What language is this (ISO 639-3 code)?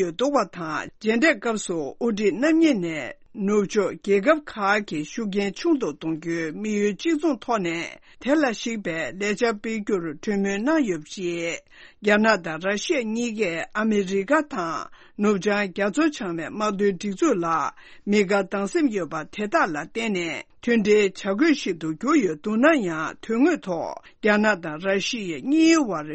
bod